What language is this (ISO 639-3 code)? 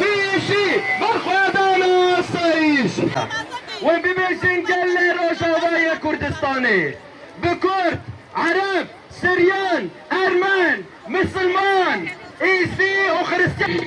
kur